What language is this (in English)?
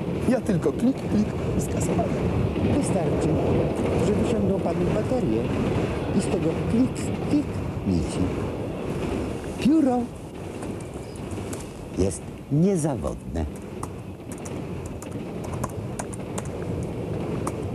Polish